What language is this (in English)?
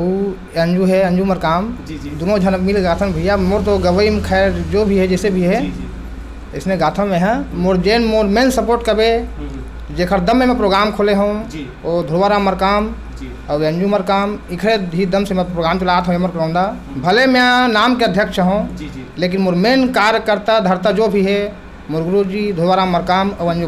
Chhattisgarhi